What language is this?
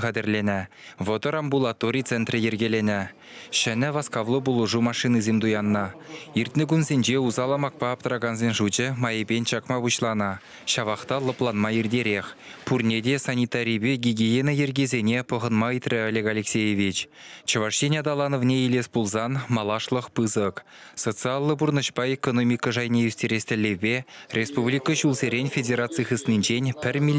Chuvash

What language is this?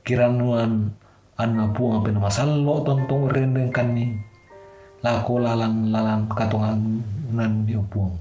Toraja-Sa'dan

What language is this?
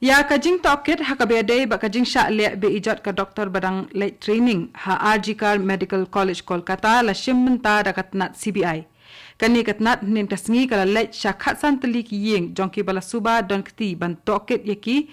Khasi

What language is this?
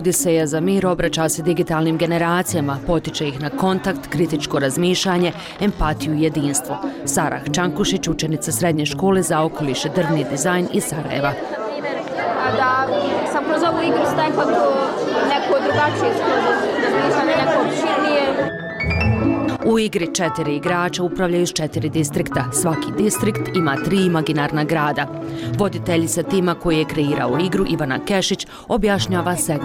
Bosnian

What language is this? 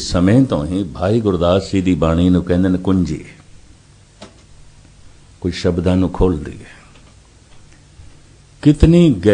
Punjabi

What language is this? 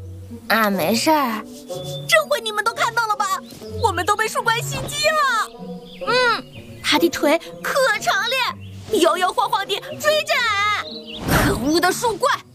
Chinese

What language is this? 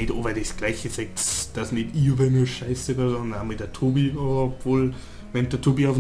Bavarian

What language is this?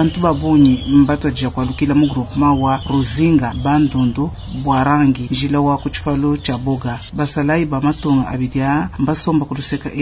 Luba-Lulua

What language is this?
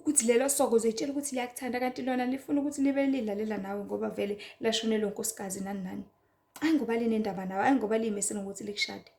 Zulu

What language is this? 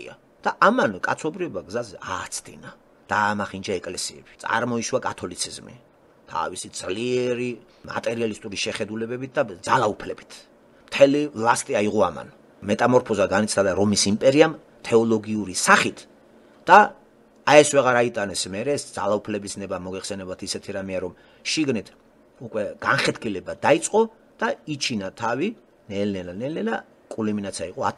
Georgian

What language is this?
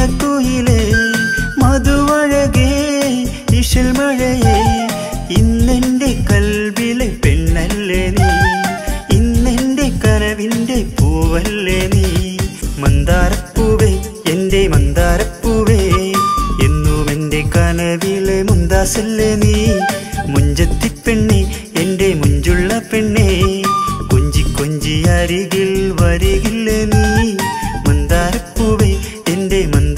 Malayalam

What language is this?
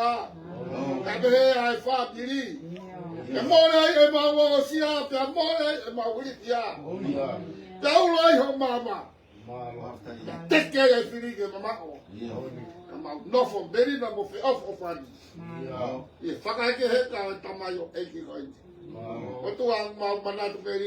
Tongan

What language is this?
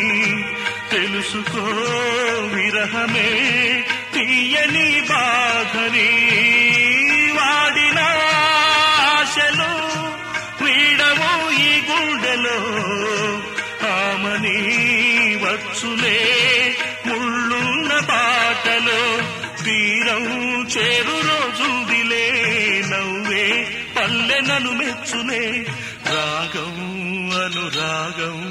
Telugu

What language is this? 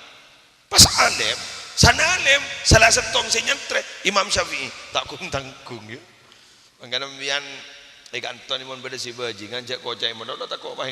Madurese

